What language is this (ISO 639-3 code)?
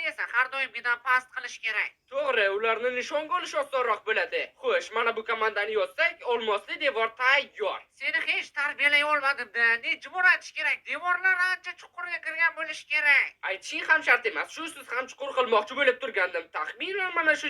uzb